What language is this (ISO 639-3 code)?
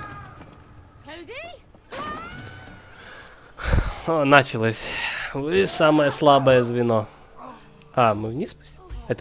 rus